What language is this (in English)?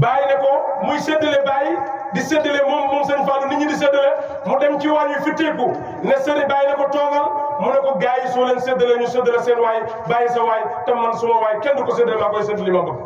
Wolof